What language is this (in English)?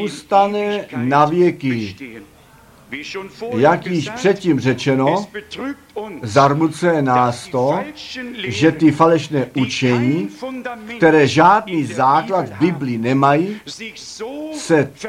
Czech